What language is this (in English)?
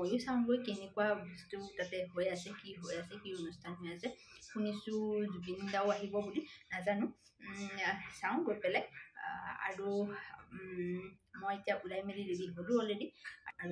Assamese